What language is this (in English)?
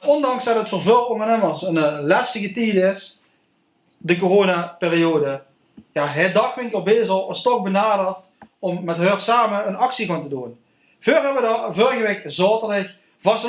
Limburgish